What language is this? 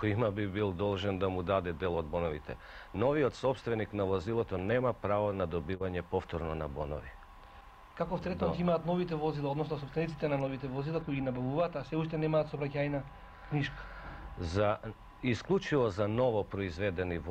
Macedonian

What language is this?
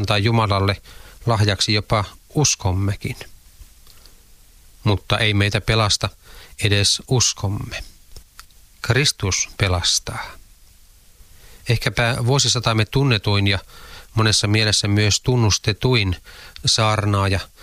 Finnish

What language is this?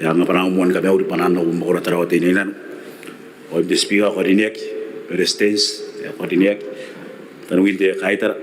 Gilbertese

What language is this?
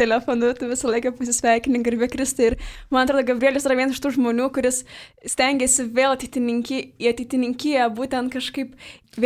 Lithuanian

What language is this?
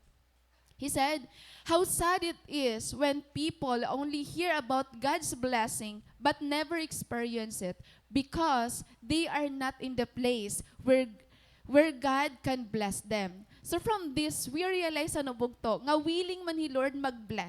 Waray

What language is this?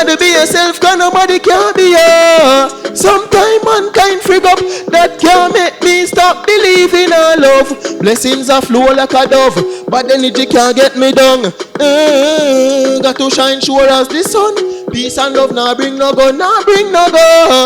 Jamaican Creole English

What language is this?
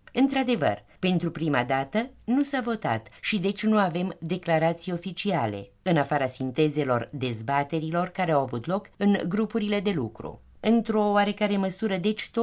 Romanian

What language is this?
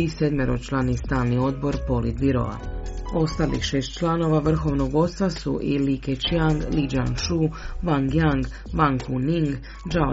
Croatian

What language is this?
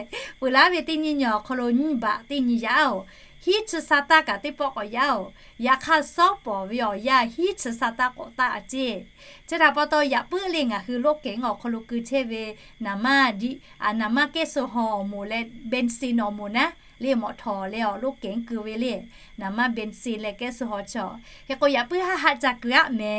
Lahu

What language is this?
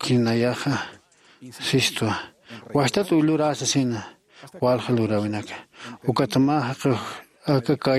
Aymara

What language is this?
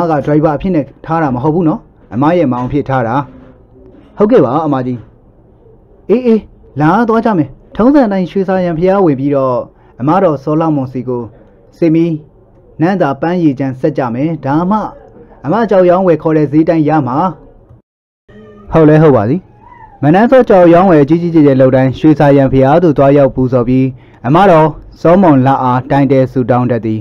Burmese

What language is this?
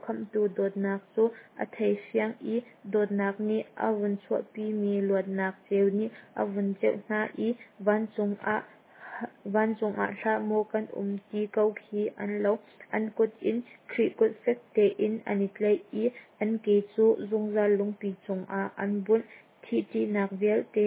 Hakha Chin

